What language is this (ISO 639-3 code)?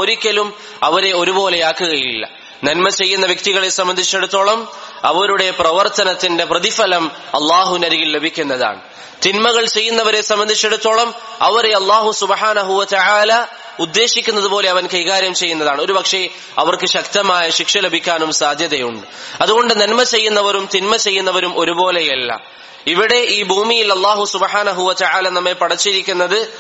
mal